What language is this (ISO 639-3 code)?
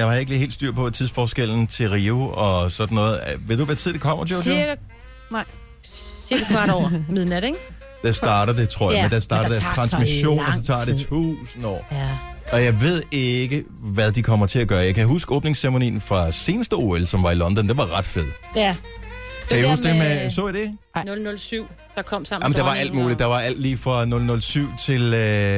dan